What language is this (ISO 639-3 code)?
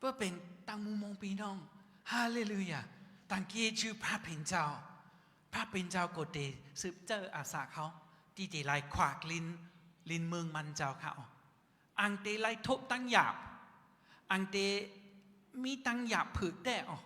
shn